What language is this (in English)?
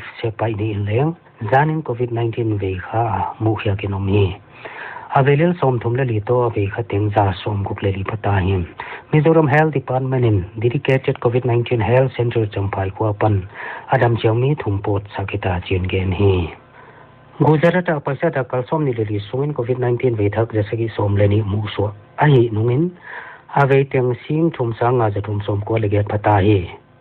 Paite Chin